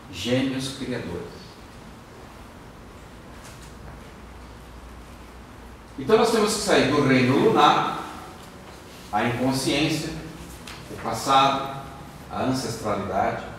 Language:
Portuguese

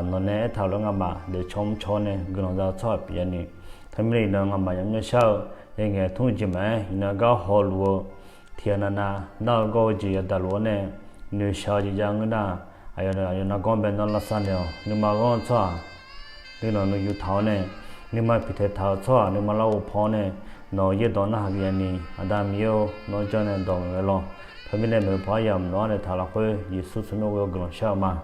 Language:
Akha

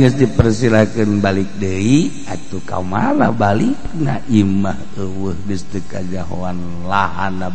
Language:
Sundanese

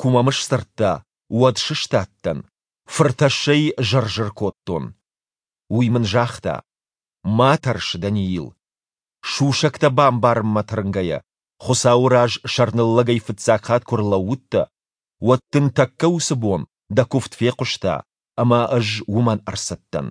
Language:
Ossetic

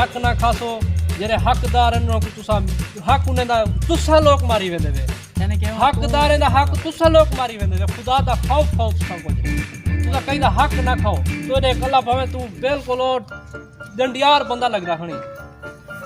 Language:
Saraiki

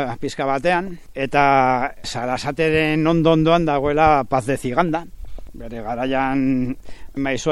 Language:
Basque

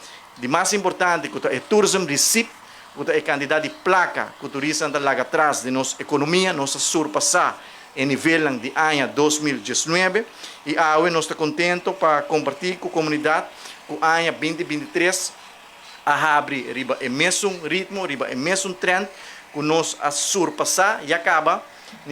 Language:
Papiamento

